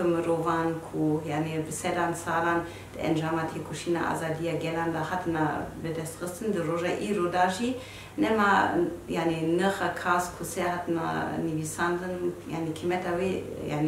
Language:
Kurdish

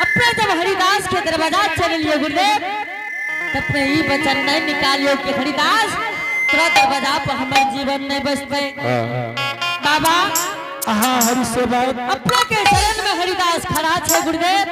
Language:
Angika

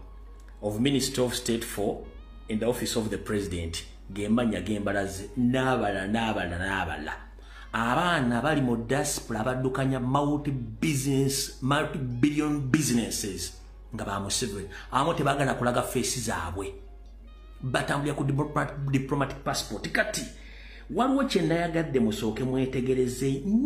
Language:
Ganda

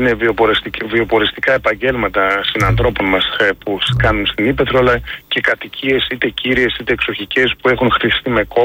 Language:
Greek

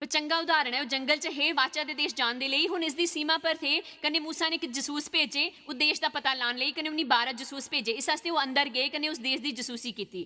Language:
Dogri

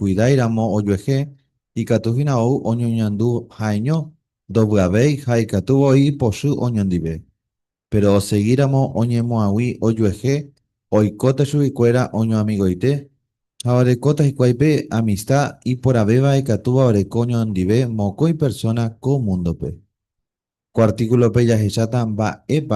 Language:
Guarani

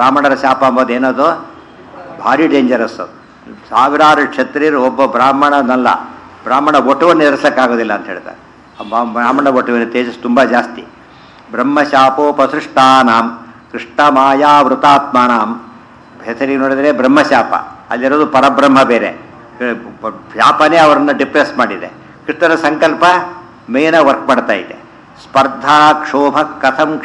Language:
Kannada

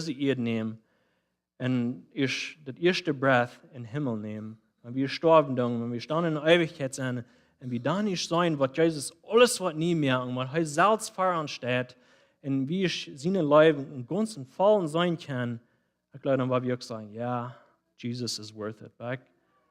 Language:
Plautdietsch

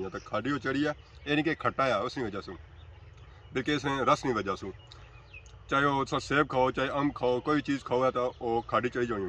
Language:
Pahari-Potwari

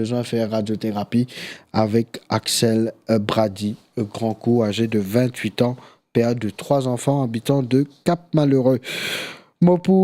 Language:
Morisyen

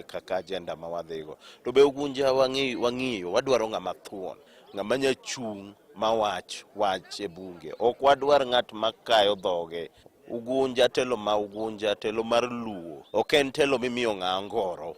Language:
Luo (Kenya and Tanzania)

